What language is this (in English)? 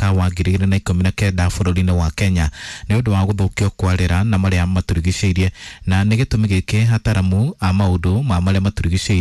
Kikuyu